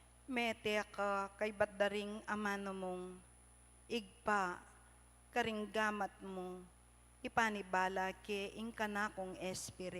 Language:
Pampanga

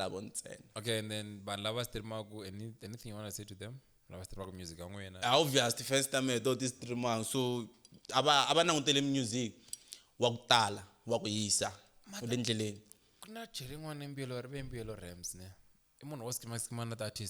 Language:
Tsonga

